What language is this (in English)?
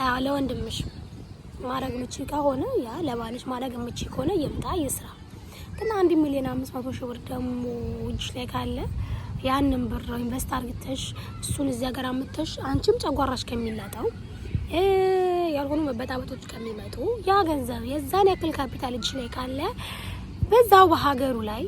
Amharic